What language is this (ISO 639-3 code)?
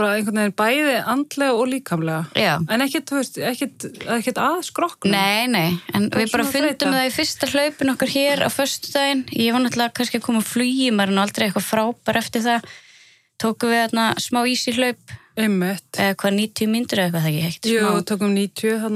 isl